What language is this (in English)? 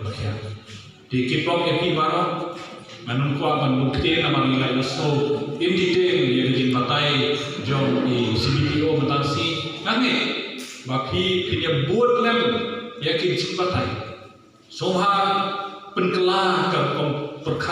Khasi